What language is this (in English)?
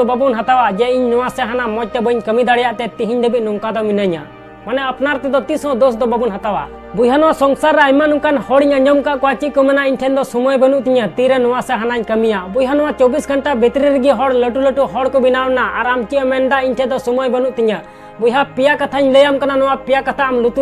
Santali